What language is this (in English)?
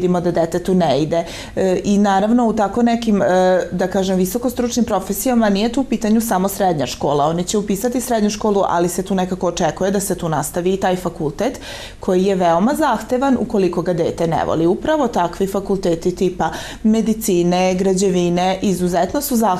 Serbian